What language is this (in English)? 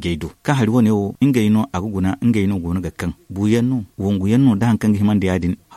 Zarma